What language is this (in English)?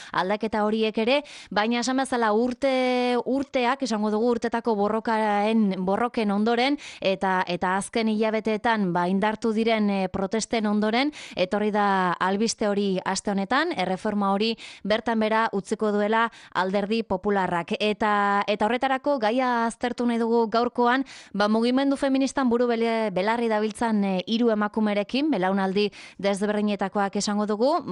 Basque